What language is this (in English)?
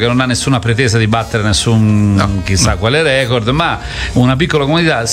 Italian